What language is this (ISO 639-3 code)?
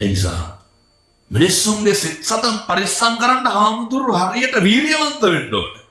sin